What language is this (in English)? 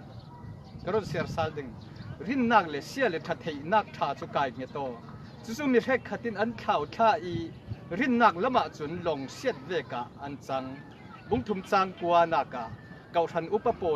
Falam Chin